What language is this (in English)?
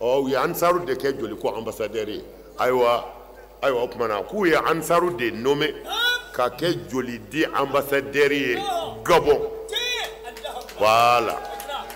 Bambara